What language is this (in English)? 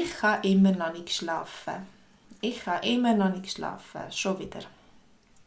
Swiss German